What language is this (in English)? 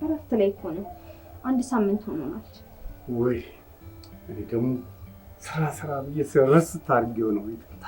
Amharic